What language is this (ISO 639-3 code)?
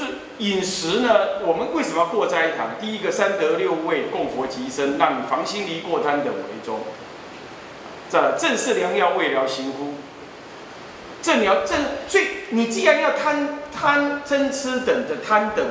zho